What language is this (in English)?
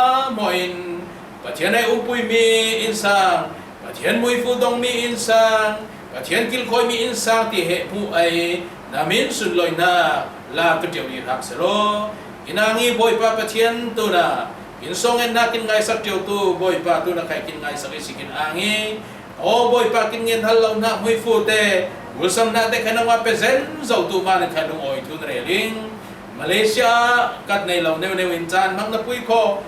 Falam Chin